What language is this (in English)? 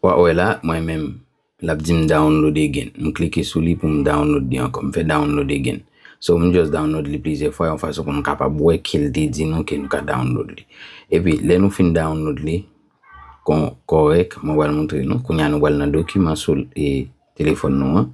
Haitian Creole